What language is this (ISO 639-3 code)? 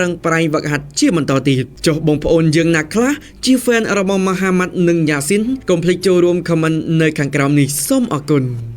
khm